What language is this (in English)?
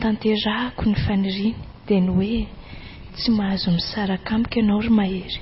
Malagasy